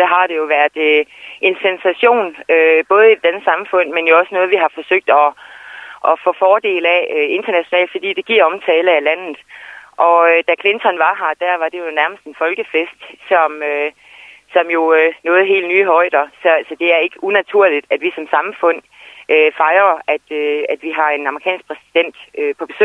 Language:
Danish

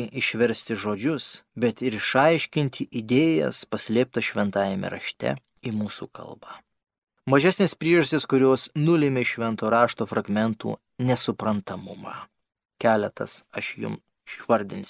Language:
Lithuanian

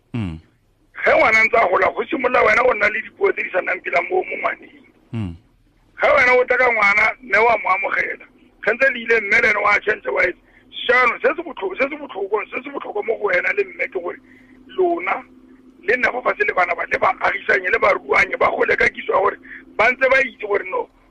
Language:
Tswana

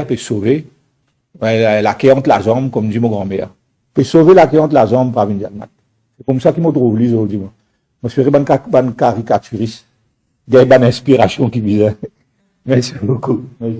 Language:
Morisyen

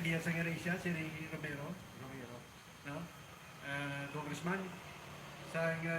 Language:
Hiligaynon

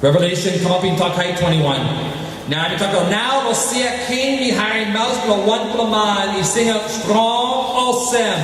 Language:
Tok Pisin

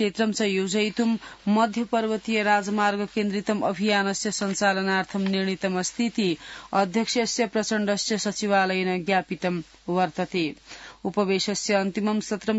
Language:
Sanskrit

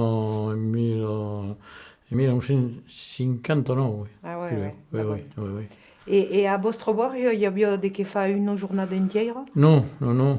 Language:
Occitan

